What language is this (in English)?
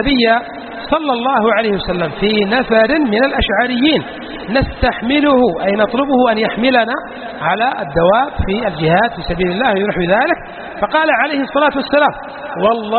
Arabic